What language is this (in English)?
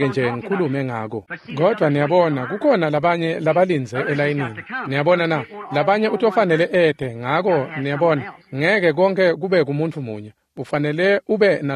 Swati